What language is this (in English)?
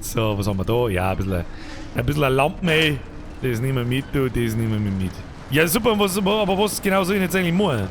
Bavarian